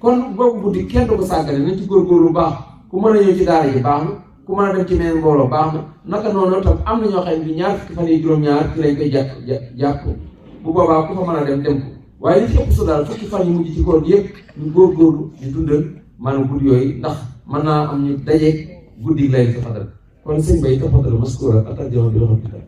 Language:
Wolof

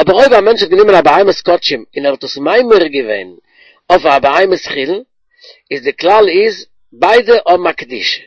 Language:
Yiddish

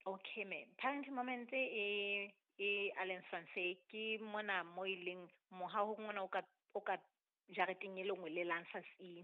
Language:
Southern Sotho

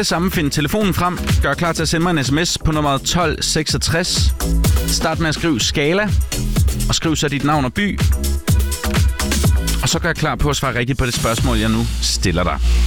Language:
Danish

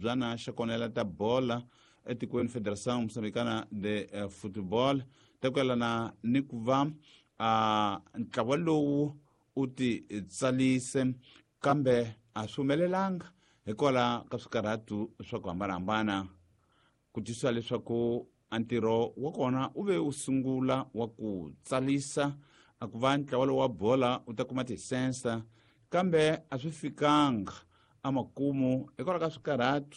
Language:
Tsonga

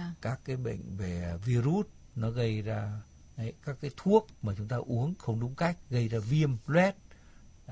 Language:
Vietnamese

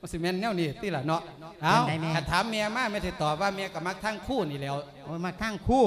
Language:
Lao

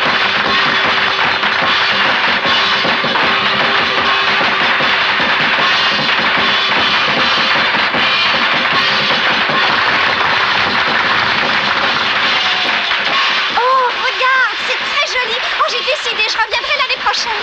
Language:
French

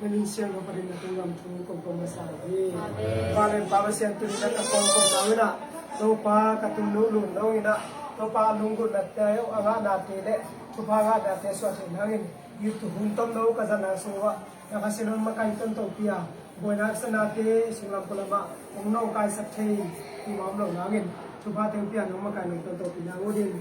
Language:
Tedim Chin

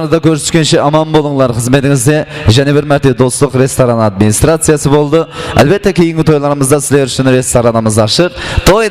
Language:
Kara-Kalpak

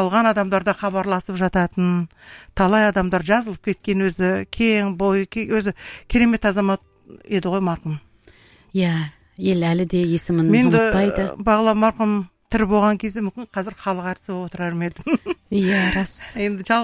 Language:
Kazakh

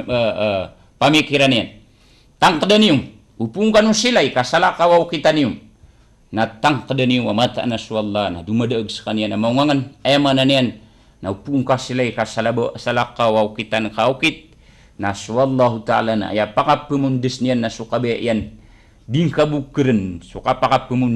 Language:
Maranao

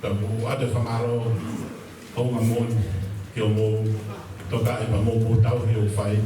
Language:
Tongan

